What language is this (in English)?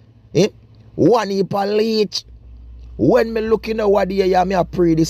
Jamaican Creole English